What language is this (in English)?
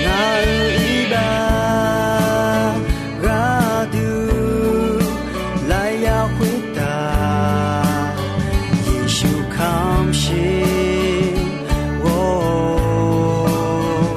Akha